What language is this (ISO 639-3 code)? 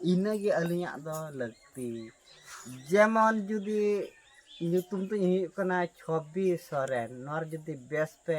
sat